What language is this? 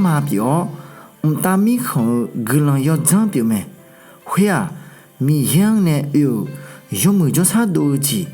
Akha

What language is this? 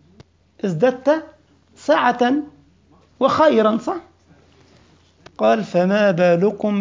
Arabic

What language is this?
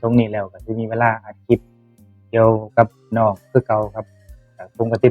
Northeastern Thai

